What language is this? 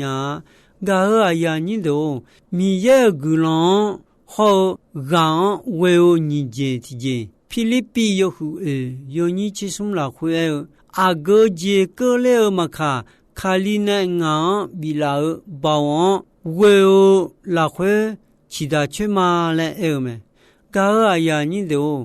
Akha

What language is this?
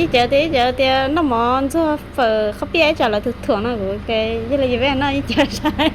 Hmong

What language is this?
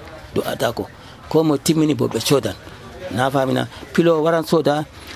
Nigerian Fulfulde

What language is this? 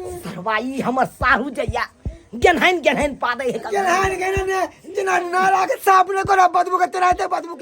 Maithili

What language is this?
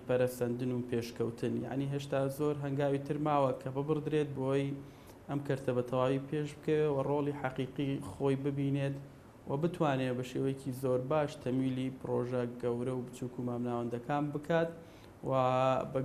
Central Kurdish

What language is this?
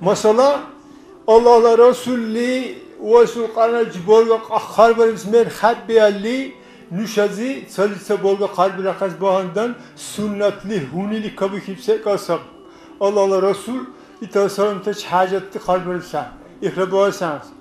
Dargwa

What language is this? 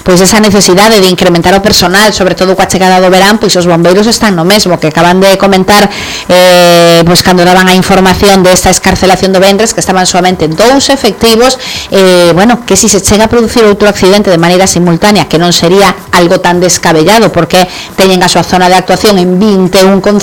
Galician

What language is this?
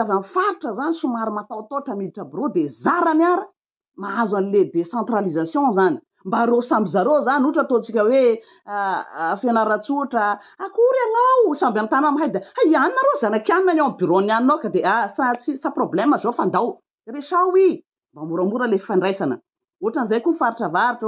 Malagasy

